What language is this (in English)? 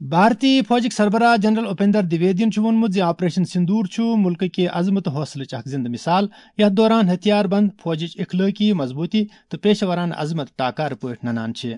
Kashmiri